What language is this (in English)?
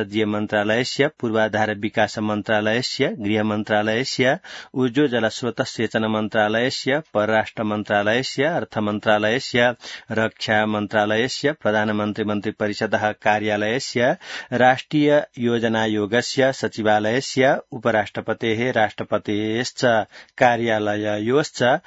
Sanskrit